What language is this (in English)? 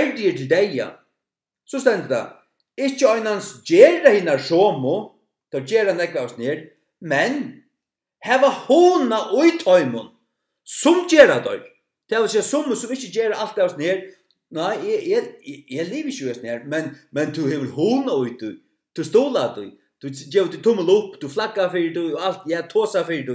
Faroese